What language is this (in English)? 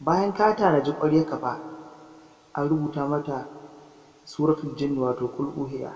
Hausa